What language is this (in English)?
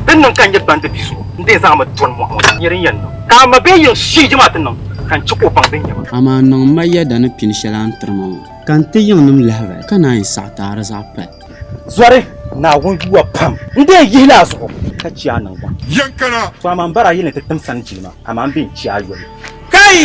Dagbani